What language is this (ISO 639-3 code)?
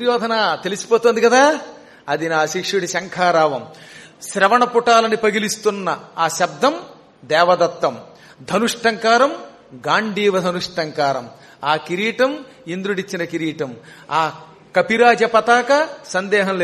tel